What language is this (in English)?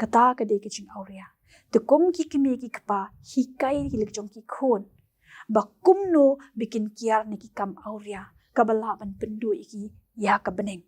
Khasi